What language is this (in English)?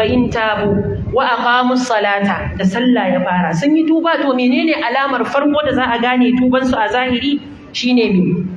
Hausa